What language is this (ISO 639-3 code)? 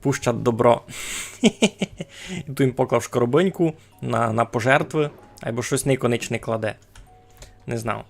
rue